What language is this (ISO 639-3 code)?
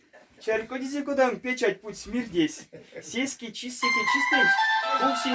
myv